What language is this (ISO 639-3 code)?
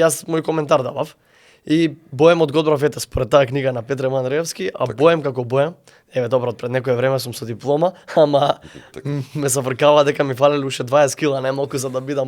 mkd